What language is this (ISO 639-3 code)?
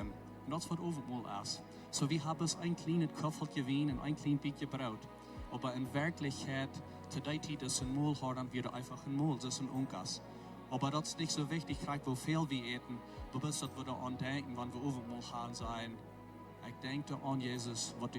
pdt